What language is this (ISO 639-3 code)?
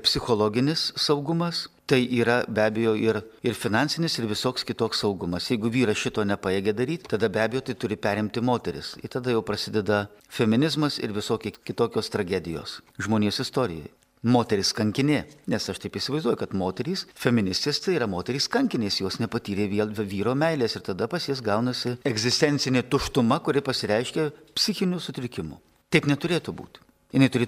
lit